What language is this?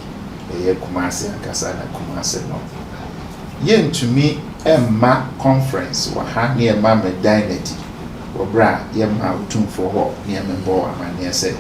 Akan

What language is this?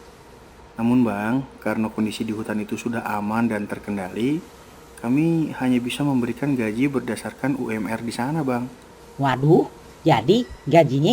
Betawi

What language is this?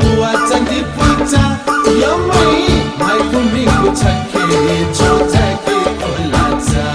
Newari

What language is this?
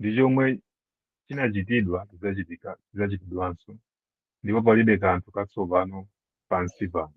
Nyanja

